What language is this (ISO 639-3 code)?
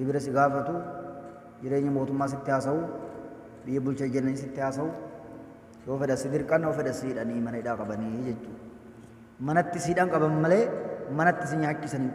orm